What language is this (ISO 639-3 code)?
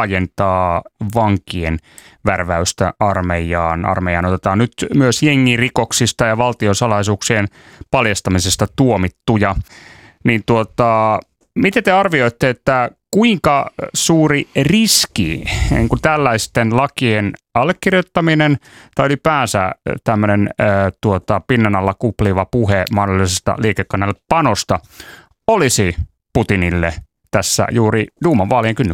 fin